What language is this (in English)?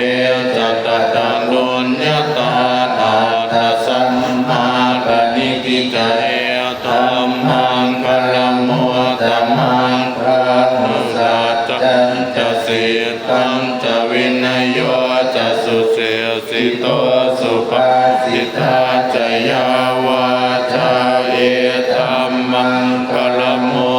Pali